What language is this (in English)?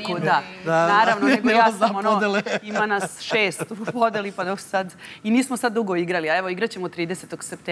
Serbian